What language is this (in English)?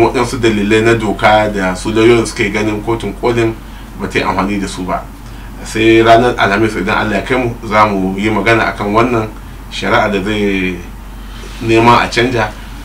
Hausa